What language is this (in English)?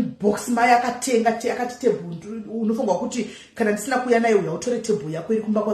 Shona